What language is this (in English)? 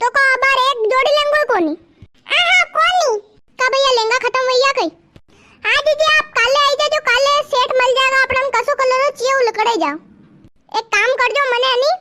Rajasthani